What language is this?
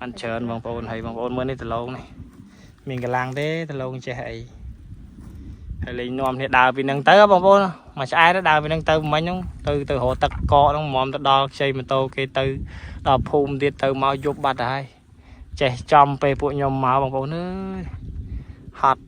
Khmer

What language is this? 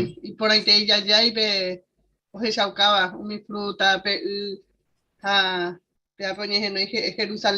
Guarani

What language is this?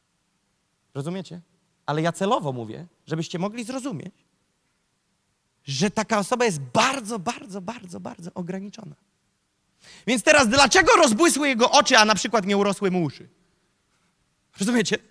Polish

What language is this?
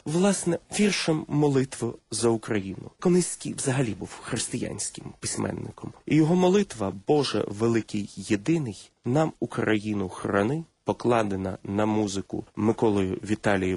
Ukrainian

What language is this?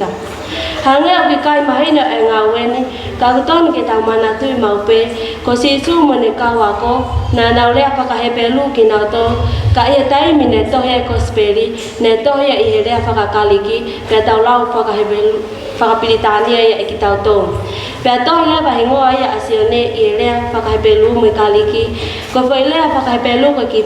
Tongan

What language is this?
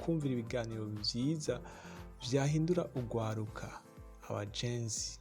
Rundi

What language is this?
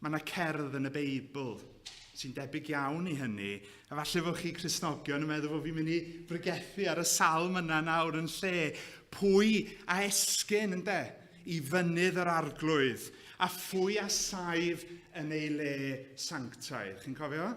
Welsh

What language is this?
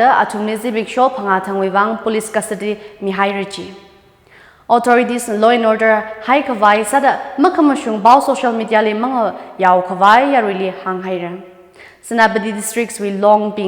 Tangkhul Naga (India)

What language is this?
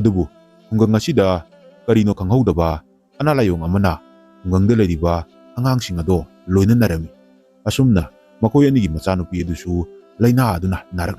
Manipuri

